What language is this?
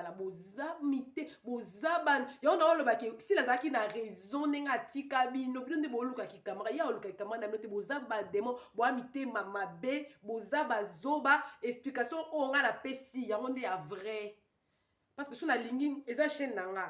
Lingala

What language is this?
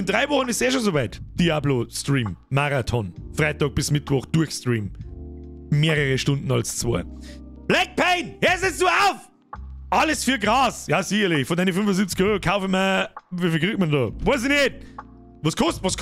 Bavarian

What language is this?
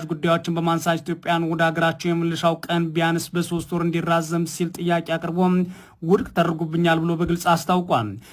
Amharic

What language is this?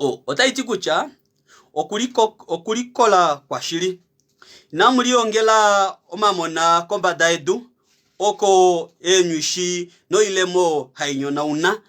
Kuanyama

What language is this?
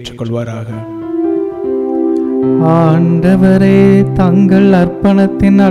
Tamil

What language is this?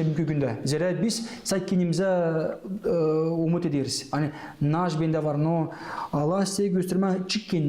Gagauz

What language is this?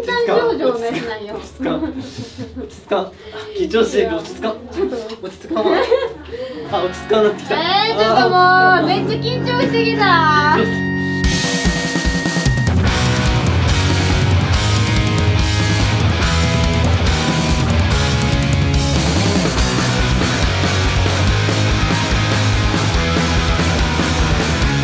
Japanese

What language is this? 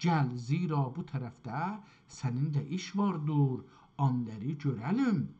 South Azerbaijani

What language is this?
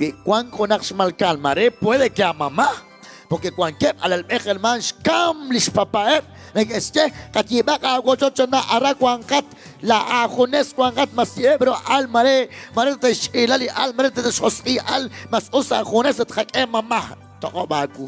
Kekchí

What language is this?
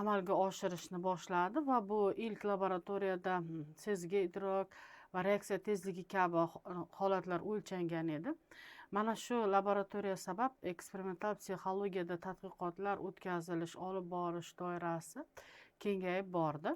Uzbek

